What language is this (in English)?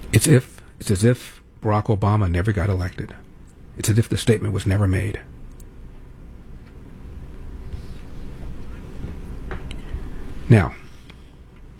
English